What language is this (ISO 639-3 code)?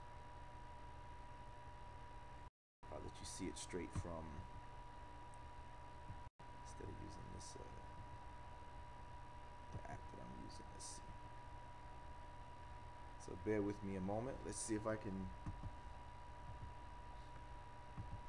eng